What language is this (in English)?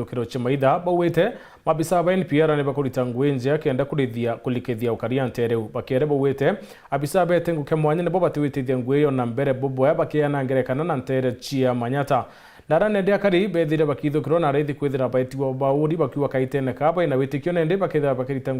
Meru